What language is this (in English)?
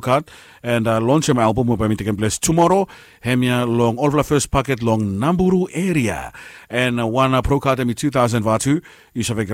Bislama